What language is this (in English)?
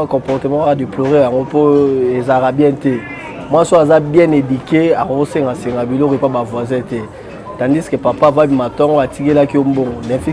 Lingala